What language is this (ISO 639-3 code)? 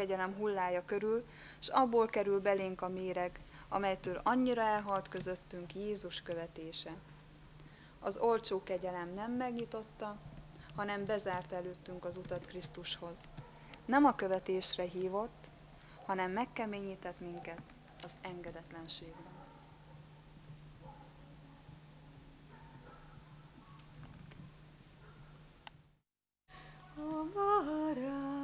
hun